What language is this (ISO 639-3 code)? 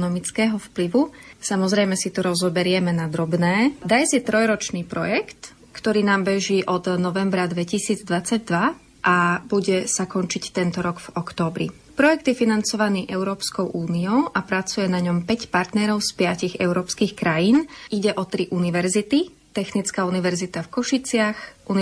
slk